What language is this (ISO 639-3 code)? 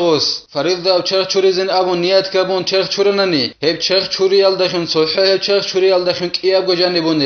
ava